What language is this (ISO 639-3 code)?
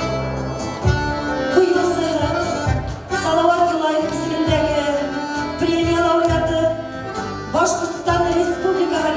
bak